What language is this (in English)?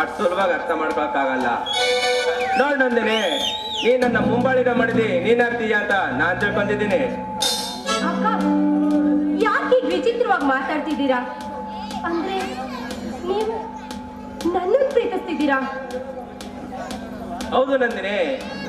Kannada